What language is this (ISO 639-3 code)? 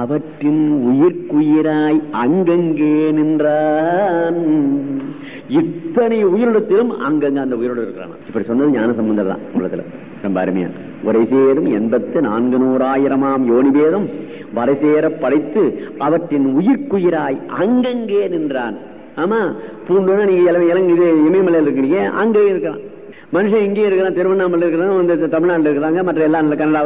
tam